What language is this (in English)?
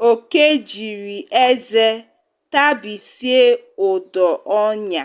Igbo